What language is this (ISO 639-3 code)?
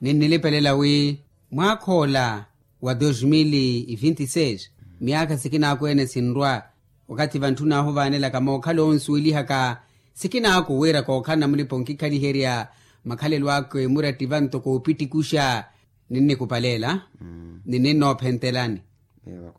vmw